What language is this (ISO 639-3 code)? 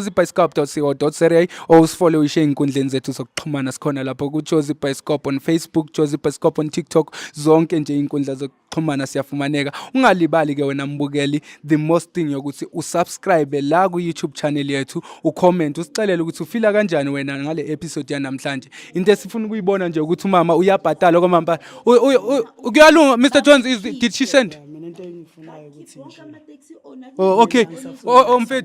zul